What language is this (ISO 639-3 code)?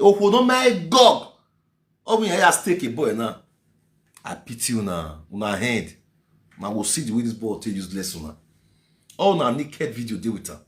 pcm